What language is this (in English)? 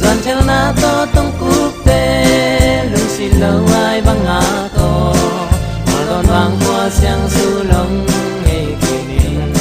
Tedim Chin